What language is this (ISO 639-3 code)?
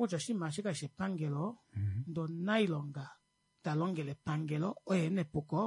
kua